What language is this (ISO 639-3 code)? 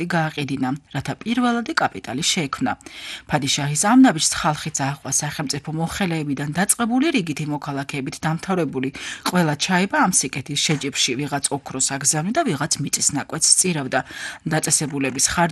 kat